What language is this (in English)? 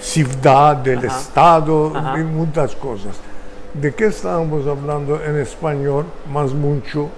Ladino